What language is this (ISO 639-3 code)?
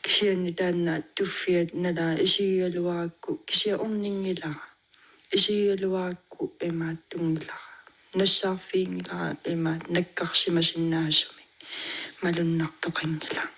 kal